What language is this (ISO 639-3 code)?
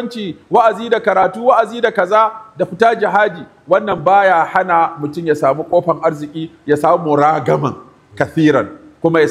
hau